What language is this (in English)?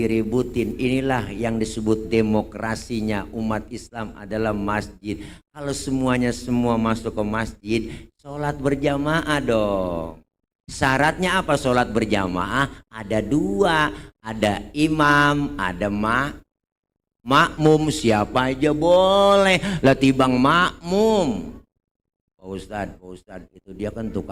Betawi